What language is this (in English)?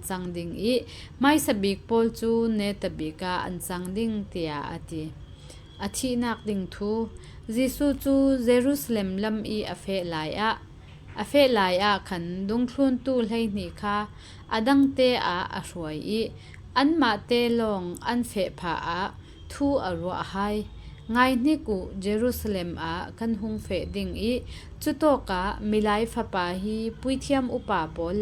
Falam Chin